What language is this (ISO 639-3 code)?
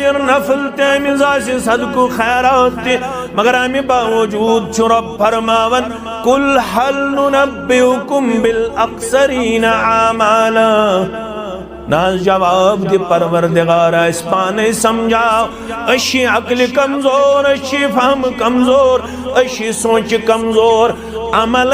kas